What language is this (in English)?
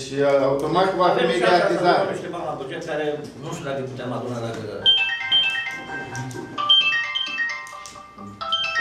Romanian